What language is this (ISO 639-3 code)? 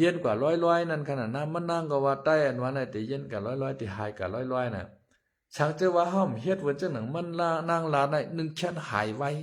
shn